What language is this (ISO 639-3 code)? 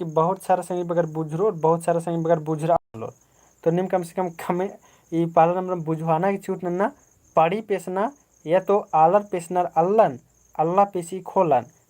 kru